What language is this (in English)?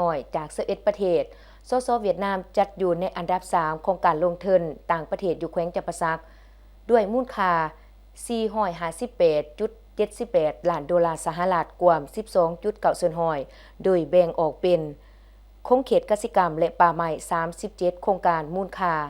Lao